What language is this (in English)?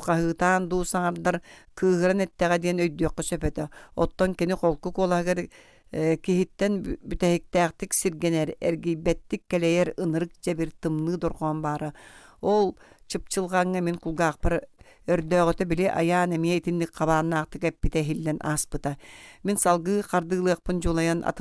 Yakut